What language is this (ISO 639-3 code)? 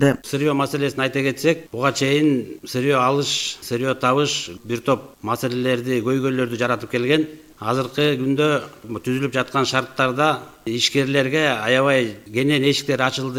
kir